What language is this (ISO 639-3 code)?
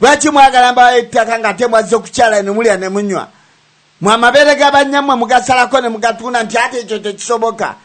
lug